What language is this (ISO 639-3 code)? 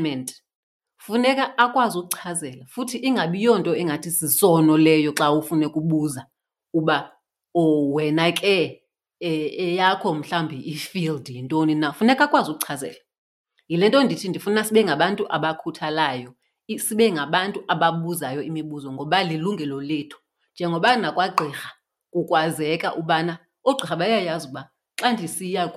xho